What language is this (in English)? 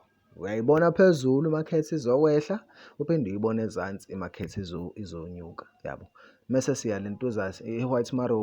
Zulu